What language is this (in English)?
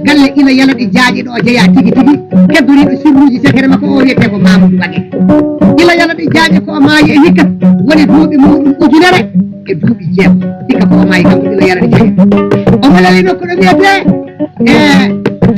Fula